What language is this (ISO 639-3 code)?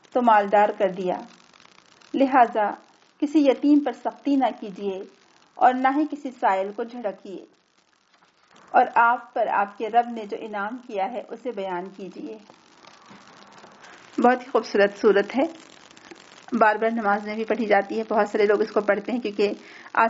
urd